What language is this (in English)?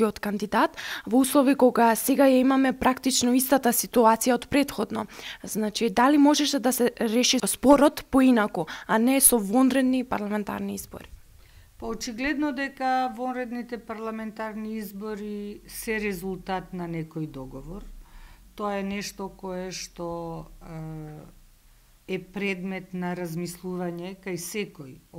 Macedonian